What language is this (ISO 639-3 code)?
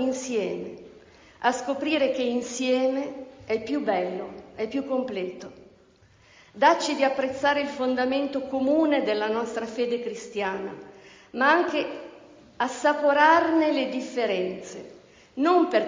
ita